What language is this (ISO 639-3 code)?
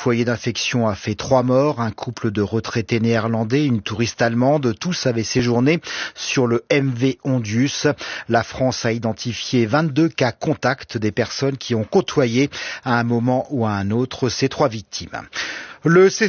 fra